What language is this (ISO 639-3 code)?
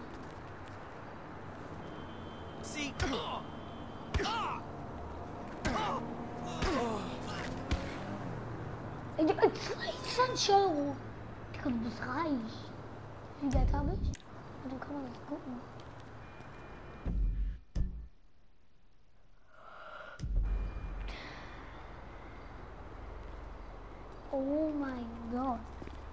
deu